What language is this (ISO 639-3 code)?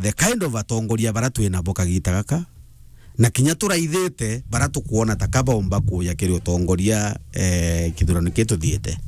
mer